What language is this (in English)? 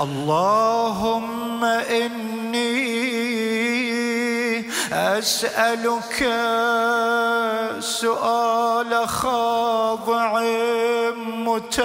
Arabic